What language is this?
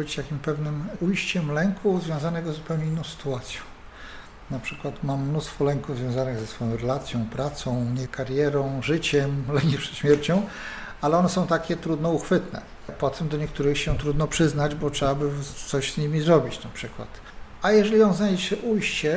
Polish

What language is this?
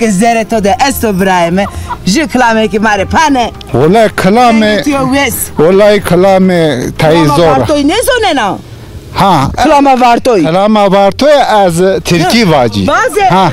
Zaza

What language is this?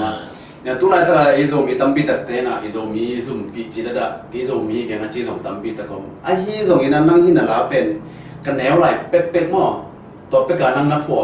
Tedim Chin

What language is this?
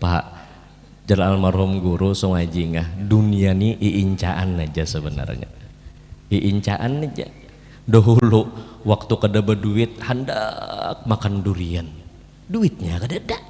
Banjar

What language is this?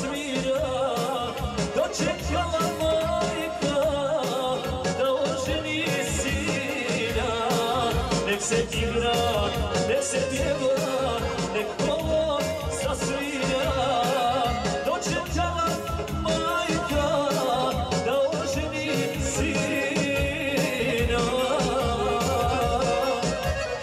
Croatian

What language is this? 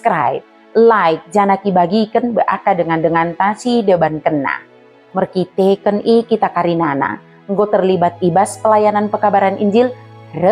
Batak Dairi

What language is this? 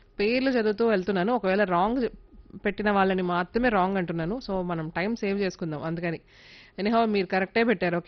Telugu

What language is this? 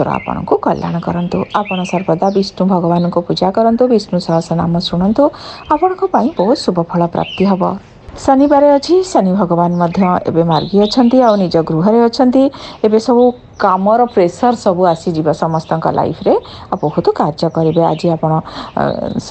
Odia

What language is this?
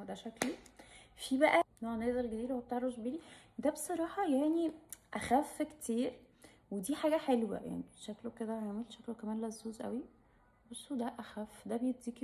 Egyptian Arabic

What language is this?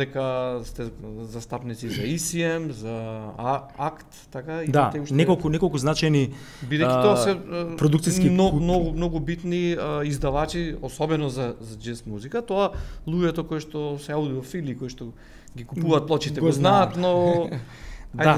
Macedonian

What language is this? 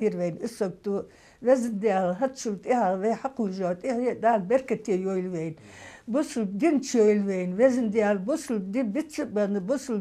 Ingush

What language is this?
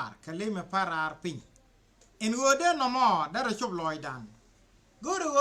Nuer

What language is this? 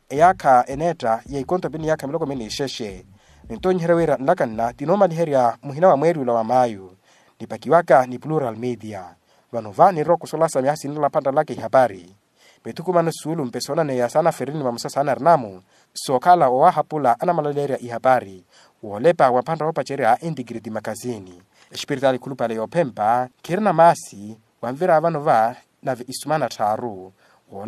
Makhuwa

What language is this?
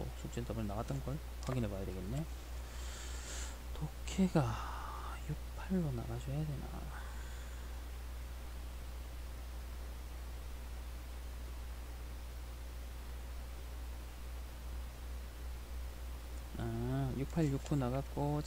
Korean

